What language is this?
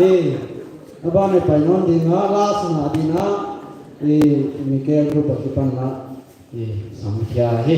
Paite Chin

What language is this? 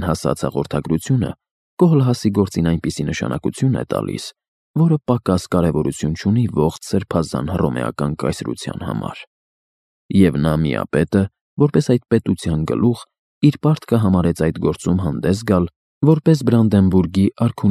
Armenian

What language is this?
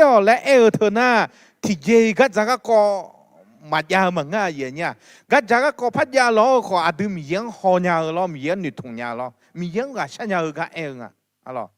Akha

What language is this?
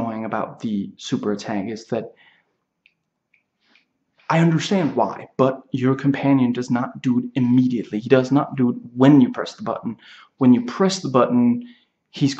English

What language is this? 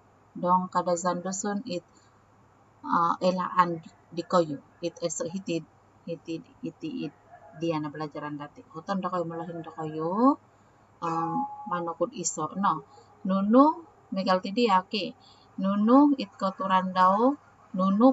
Central Dusun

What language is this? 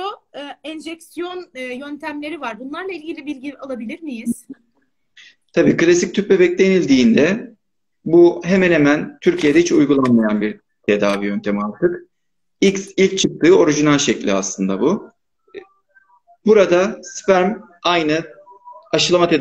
Turkish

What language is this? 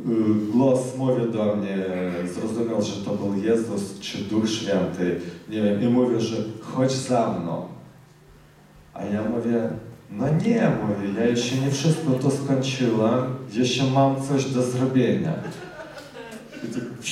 Polish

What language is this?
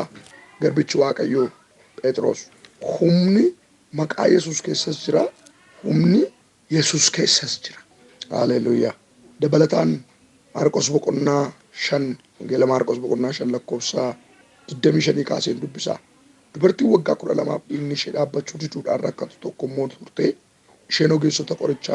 Oromo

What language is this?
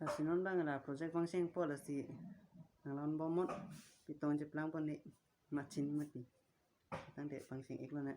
Karbi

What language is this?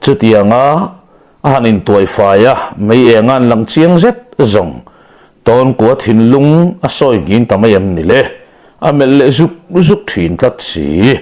Mizo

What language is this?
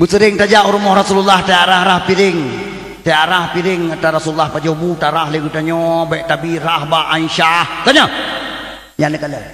Achinese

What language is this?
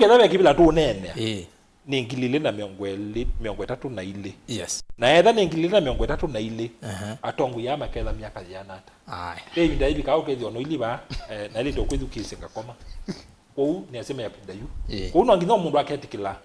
Kamba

